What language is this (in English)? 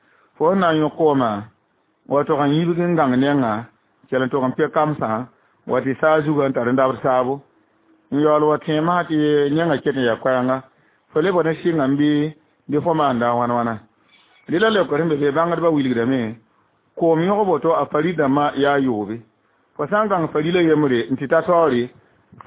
Mossi